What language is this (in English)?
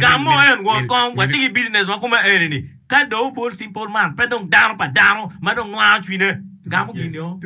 Acoli